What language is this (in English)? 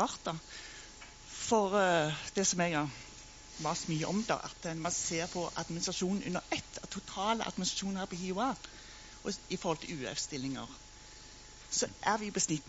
Norwegian